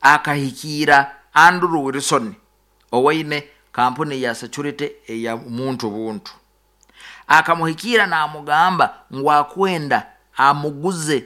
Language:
Nyoro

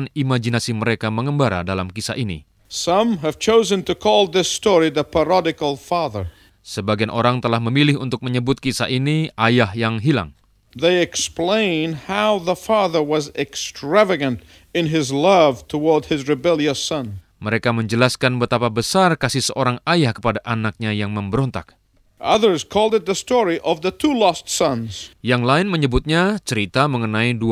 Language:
Indonesian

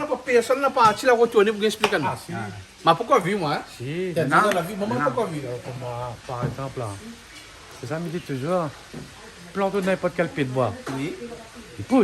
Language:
Réunion Creole French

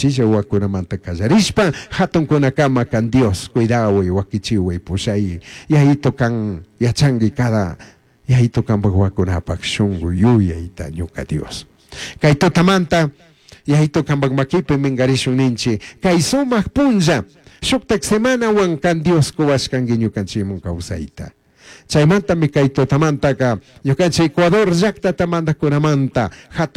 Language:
Chimborazo Highland Quichua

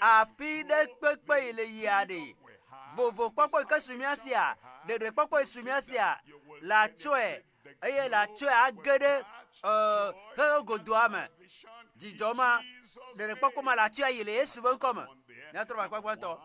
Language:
Ewe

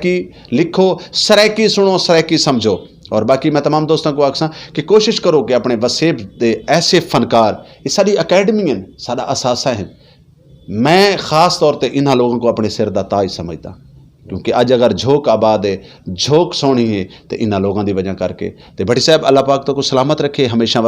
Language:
Saraiki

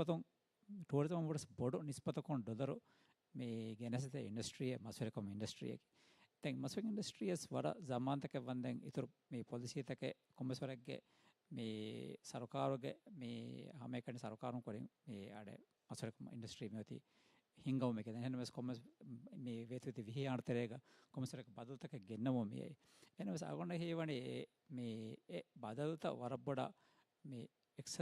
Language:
Divehi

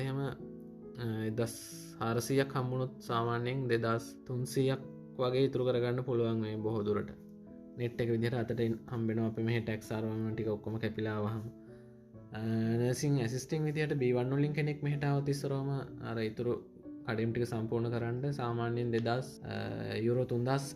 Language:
Sinhala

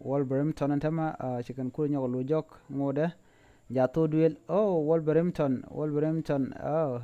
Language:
Nuer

